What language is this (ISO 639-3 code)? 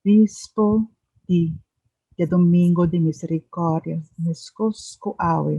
pap